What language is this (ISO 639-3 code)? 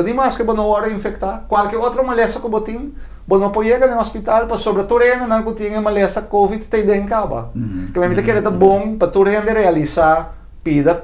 pap